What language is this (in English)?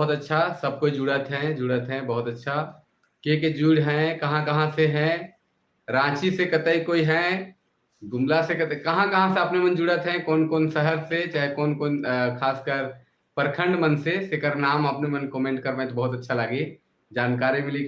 Sadri